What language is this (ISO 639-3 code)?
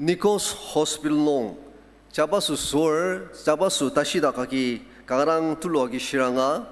njo